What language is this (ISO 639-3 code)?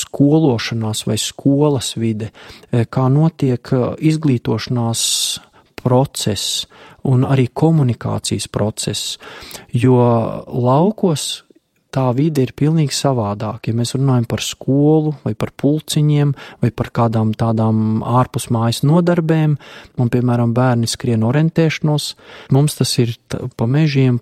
lav